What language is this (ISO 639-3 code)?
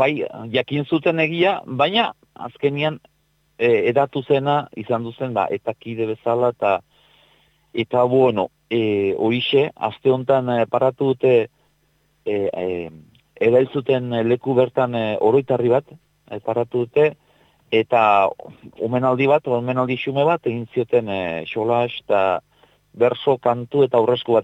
eus